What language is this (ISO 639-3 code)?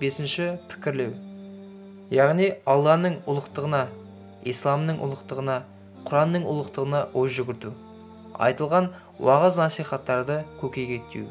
kaz